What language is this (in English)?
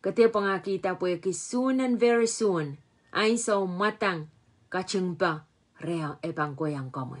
Pohnpeian